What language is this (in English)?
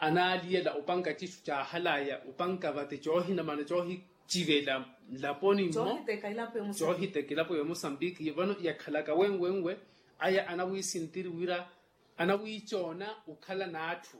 Makhuwa